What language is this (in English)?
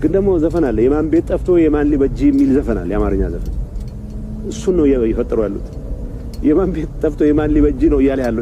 Amharic